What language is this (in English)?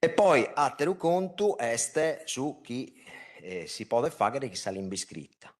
Sardinian